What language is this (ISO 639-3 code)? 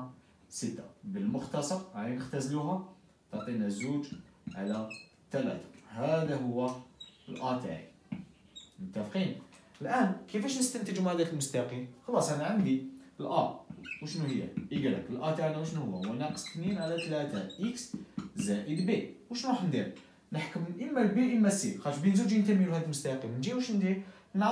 arq